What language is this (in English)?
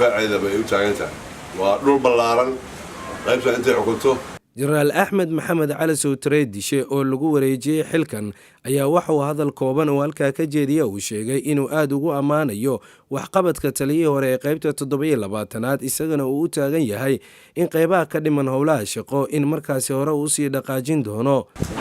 Somali